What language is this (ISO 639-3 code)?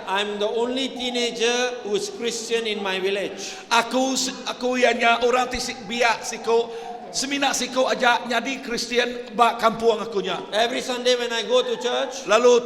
iba